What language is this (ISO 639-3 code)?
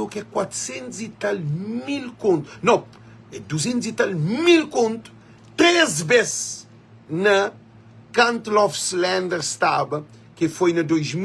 kea